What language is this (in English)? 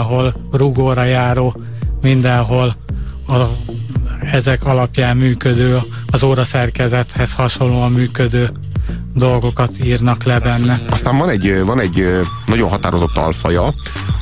Hungarian